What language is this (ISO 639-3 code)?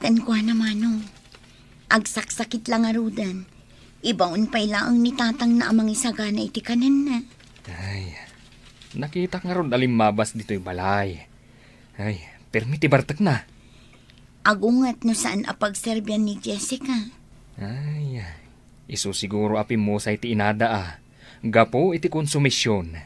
ilo